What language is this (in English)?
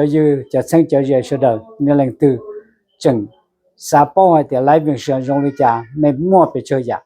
Hmong